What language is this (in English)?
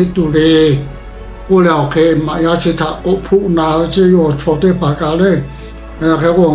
Lahu